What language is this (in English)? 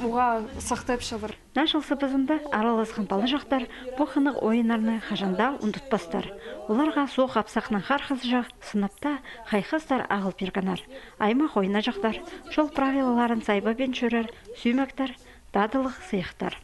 Khakas